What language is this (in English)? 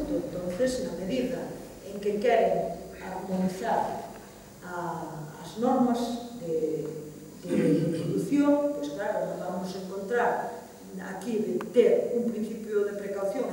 Galician